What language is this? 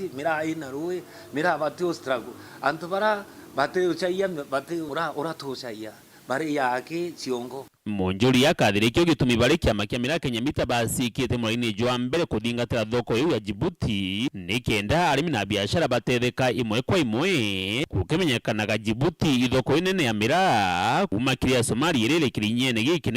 Meru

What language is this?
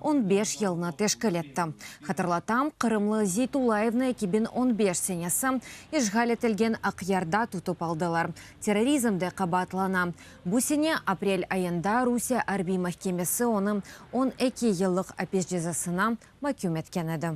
Crimean Tatar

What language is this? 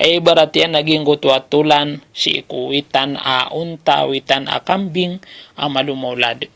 Maranao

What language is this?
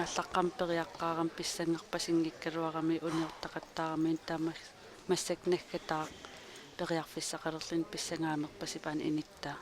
Kalaallisut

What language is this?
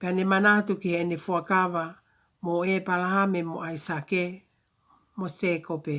Tongan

